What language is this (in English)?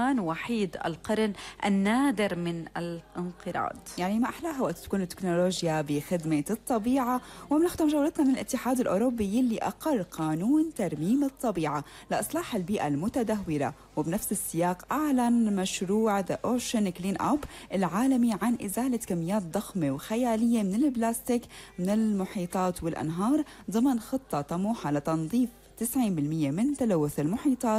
North Levantine Arabic